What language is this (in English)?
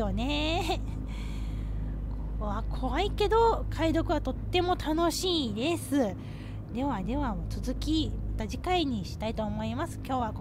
Japanese